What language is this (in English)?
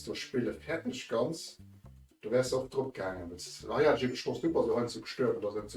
Luxembourgish